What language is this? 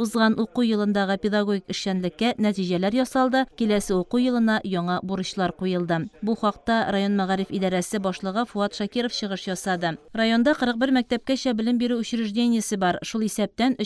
Tatar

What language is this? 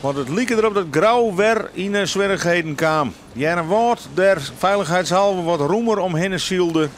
Western Frisian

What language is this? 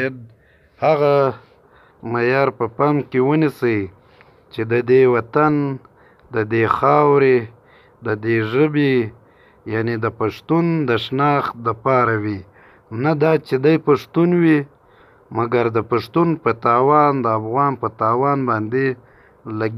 Pashto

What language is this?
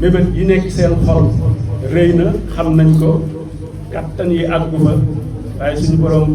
Wolof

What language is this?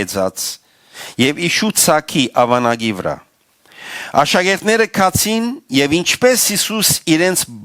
Western Armenian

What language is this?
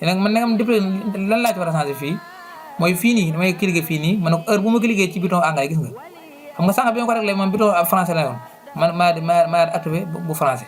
Wolof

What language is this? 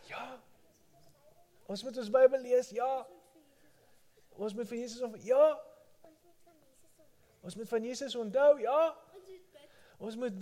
Afrikaans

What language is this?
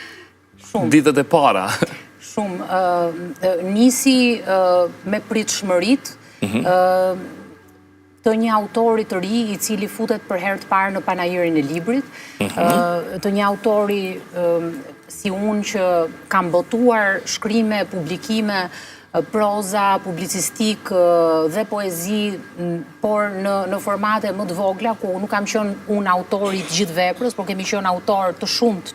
Albanian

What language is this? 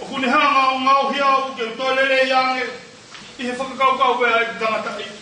Tongan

